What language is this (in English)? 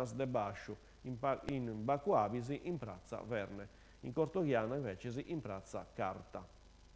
Sardinian